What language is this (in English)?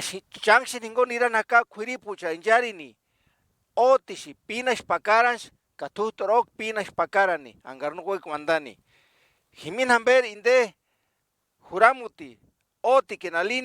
Purepecha